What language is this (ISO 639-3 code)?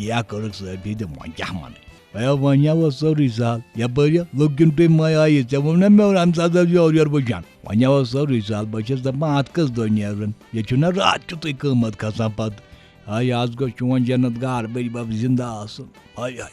kas